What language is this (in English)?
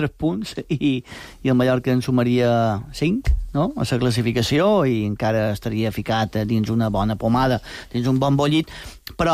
Catalan